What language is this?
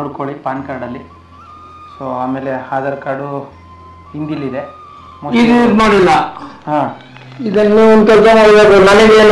Kannada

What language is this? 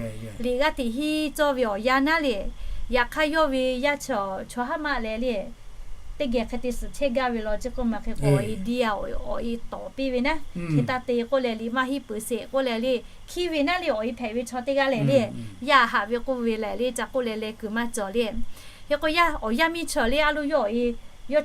Lahu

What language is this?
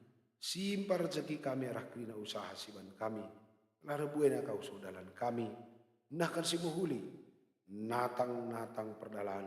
Batak Karo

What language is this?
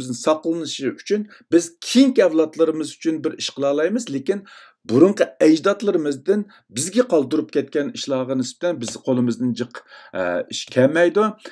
Uyghur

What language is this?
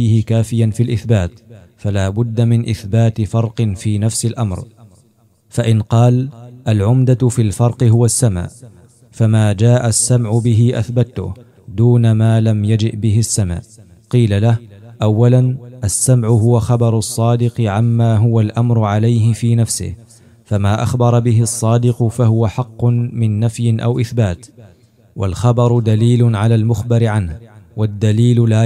Arabic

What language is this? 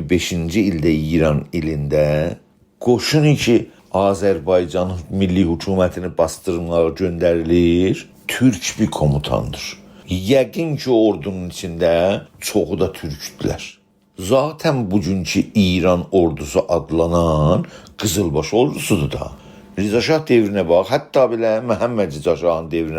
South Azerbaijani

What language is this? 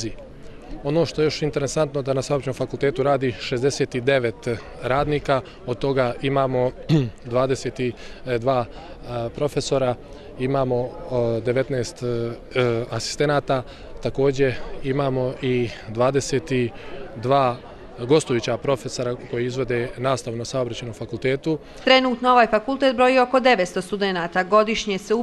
Bosnian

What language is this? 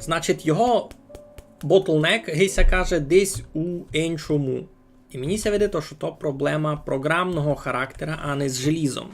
Rusyn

